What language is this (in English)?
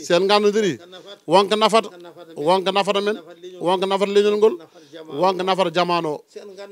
Fula